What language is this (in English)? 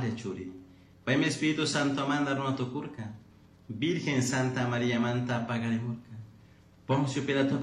Chimborazo Highland Quichua